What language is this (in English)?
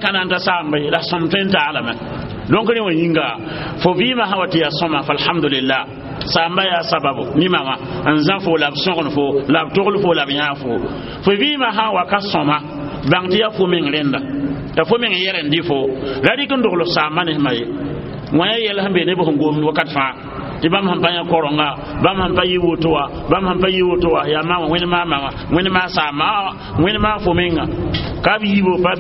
Mossi